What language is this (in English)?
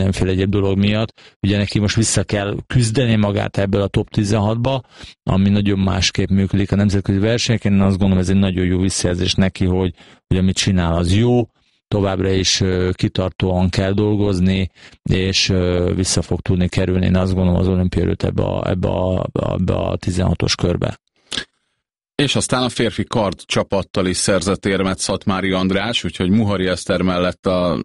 Hungarian